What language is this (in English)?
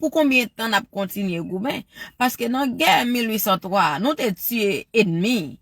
Haitian Creole